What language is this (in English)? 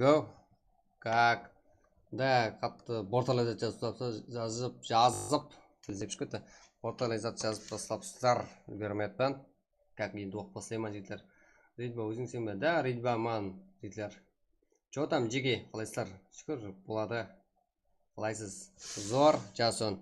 Kara-Kalpak